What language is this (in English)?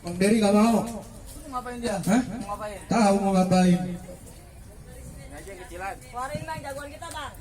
Betawi